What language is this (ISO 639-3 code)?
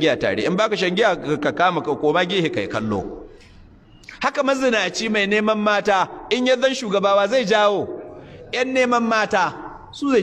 hau